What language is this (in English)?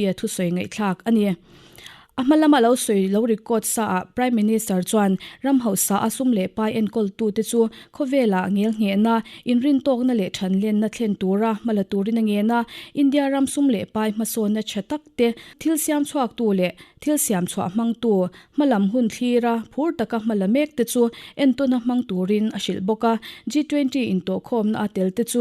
Mizo